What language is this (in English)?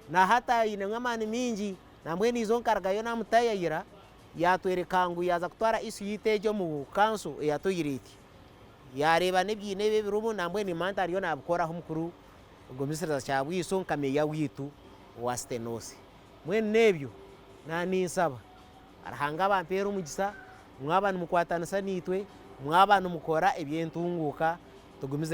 Nyankole